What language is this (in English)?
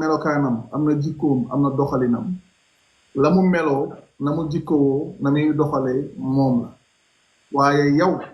Wolof